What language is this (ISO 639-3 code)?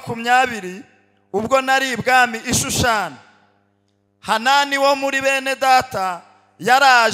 kin